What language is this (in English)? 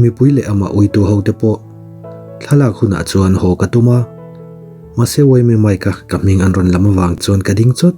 Mizo